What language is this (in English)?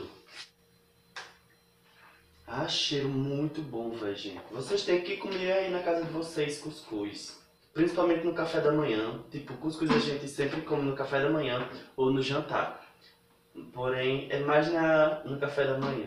Portuguese